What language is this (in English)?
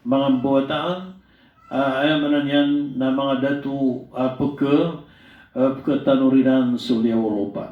Maranao